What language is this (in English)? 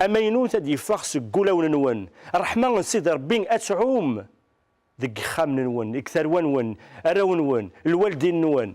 Kabyle